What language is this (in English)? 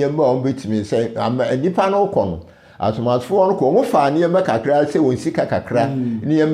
Akan